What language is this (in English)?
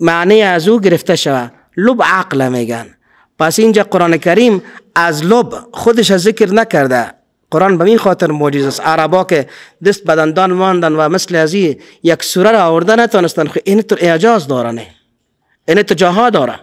Persian